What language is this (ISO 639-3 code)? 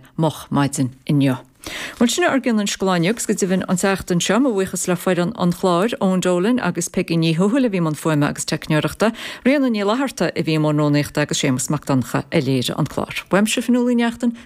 gle